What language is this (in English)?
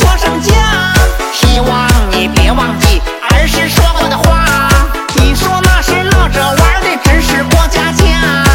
Chinese